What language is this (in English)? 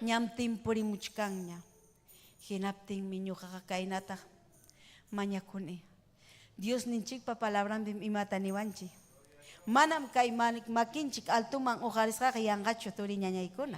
Ayacucho Quechua